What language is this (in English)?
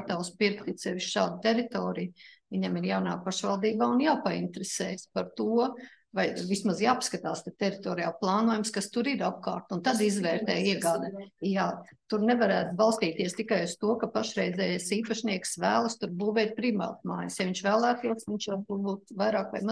Latvian